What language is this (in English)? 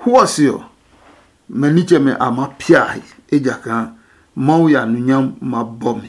Adangme